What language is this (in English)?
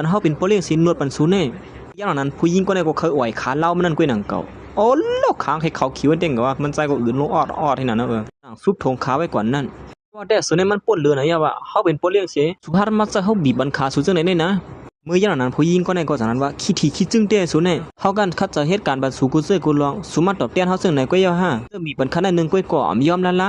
Shan